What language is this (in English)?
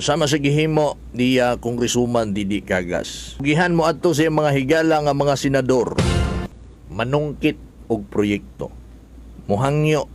Cebuano